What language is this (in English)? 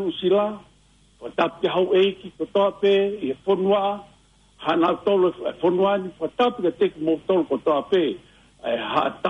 Tongan